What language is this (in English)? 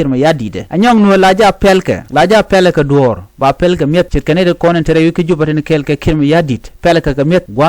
Nuer